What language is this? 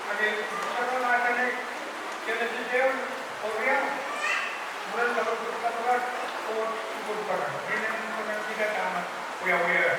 Pohnpeian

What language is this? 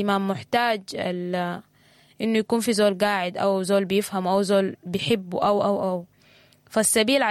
Sudanese Arabic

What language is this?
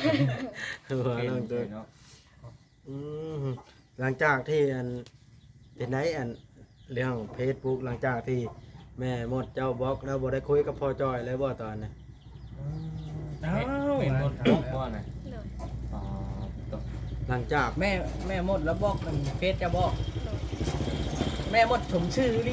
Lao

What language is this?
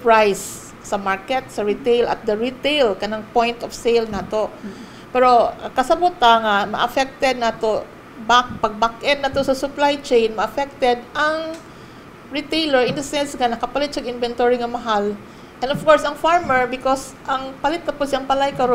Cebuano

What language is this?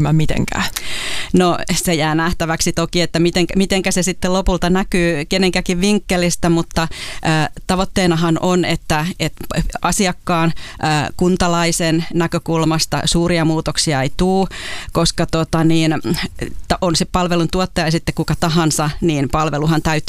Finnish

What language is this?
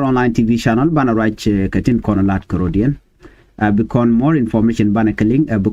Nuer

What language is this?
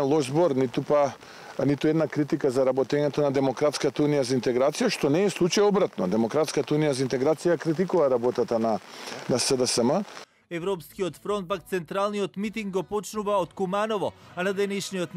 Macedonian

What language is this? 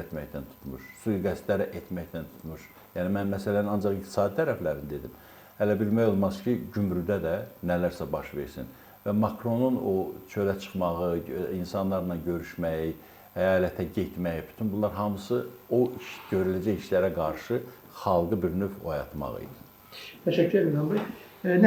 Azerbaijani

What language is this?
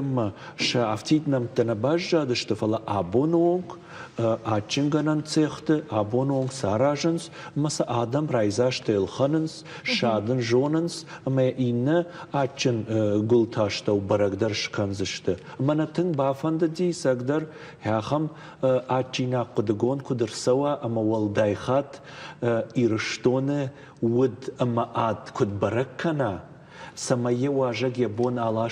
Ossetic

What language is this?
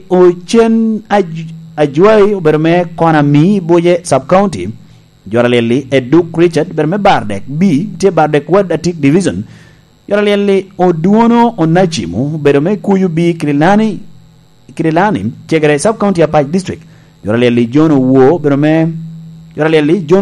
Lango (Uganda)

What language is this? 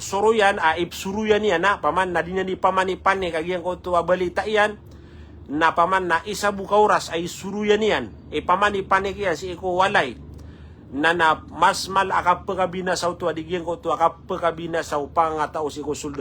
Maranao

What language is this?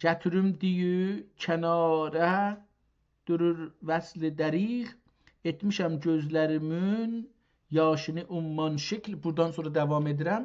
South Azerbaijani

